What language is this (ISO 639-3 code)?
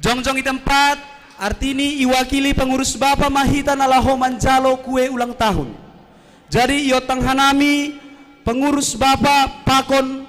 bts